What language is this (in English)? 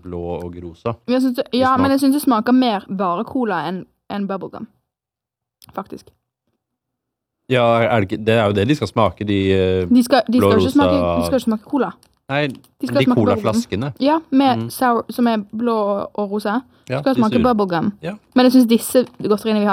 Norwegian